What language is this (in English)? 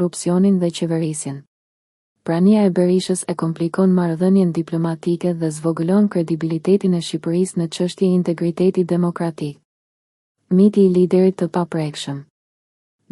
Albanian